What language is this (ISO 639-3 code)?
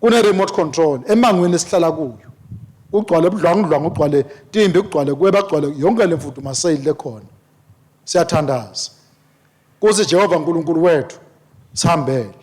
ssw